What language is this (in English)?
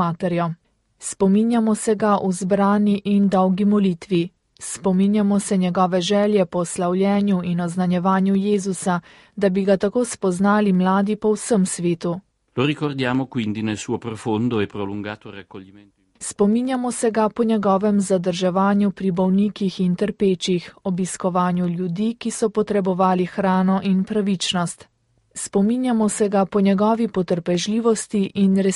Slovenian